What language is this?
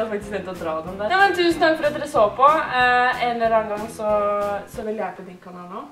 Norwegian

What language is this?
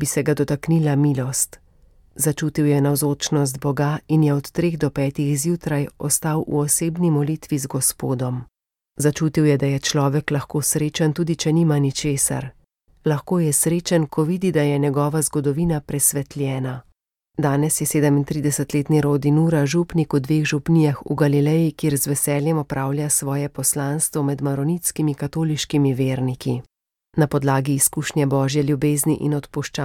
Slovenian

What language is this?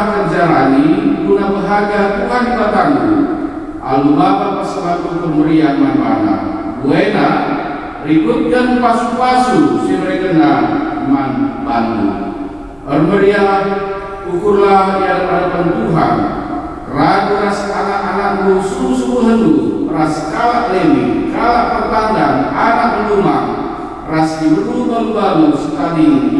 Batak Karo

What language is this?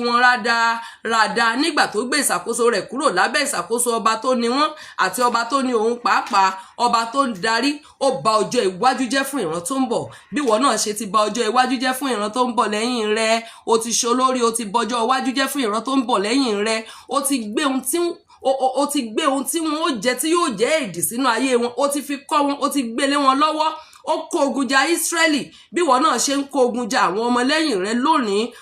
Yoruba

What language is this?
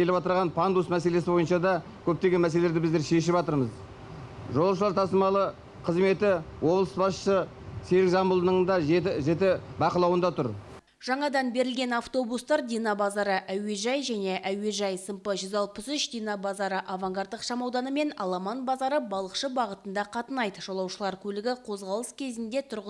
Kazakh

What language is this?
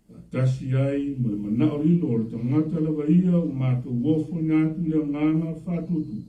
Samoan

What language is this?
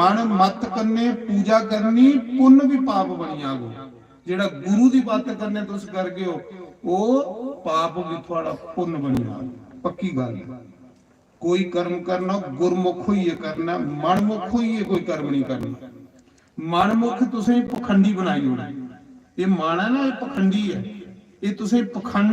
Dogri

